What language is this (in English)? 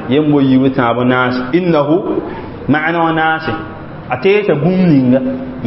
Mossi